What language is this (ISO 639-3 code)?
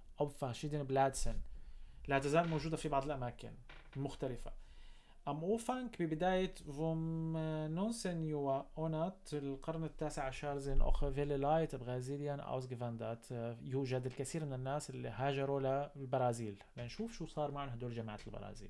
apc